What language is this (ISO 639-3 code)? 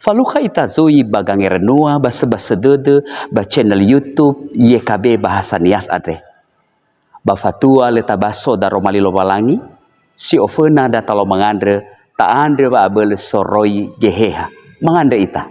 nia